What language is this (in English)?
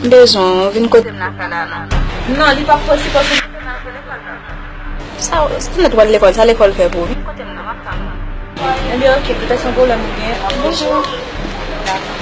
Haitian Creole